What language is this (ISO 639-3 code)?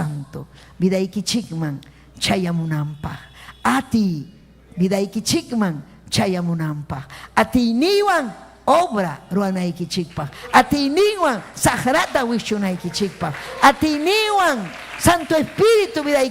quy